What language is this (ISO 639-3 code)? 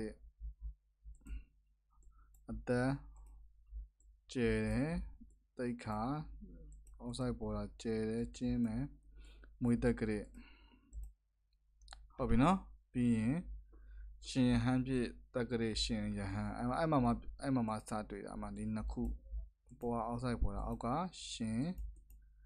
mya